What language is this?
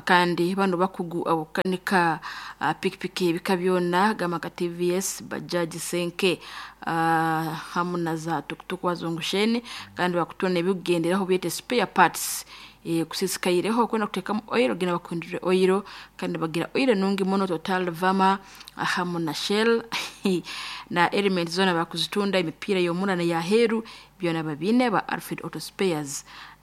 Nyoro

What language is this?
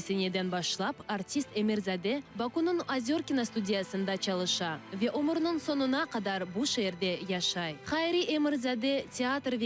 Crimean Tatar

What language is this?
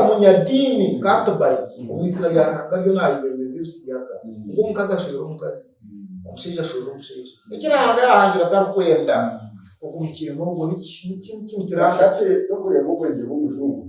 Nyankole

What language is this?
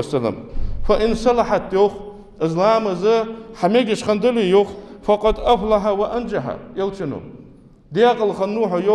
Ingush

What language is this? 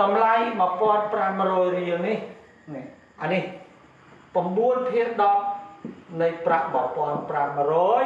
Khmer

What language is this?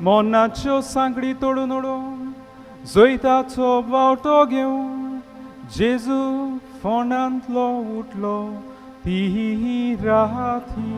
Konkani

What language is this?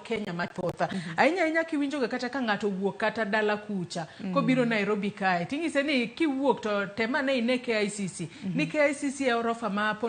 Luo (Kenya and Tanzania)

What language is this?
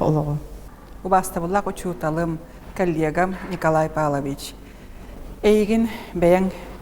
Yakut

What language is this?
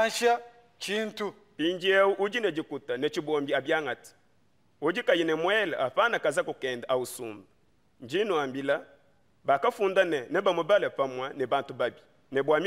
Luba-Lulua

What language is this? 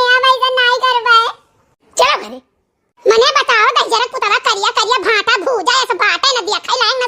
Awadhi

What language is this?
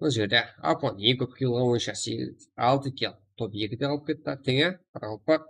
Kara-Kalpak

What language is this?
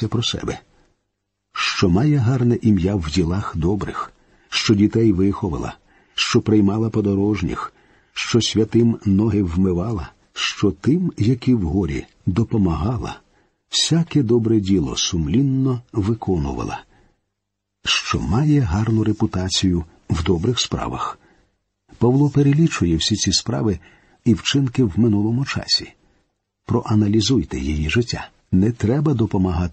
Ukrainian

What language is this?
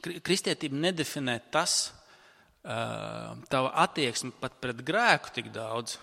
Latvian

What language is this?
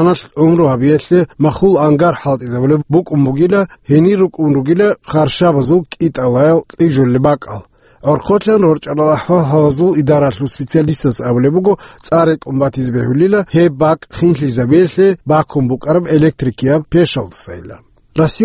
Avaric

